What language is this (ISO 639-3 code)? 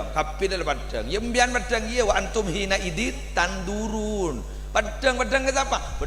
mad